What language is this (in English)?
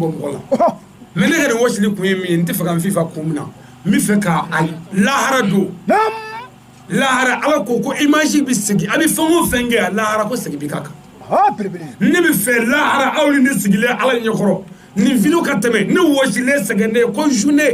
Bambara